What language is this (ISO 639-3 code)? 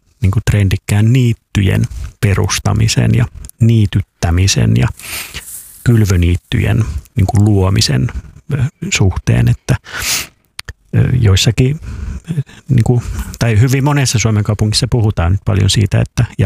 fin